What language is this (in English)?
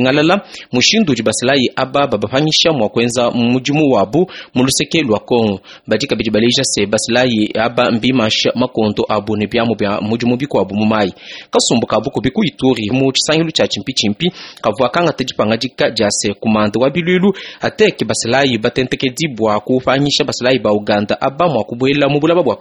Luba-Lulua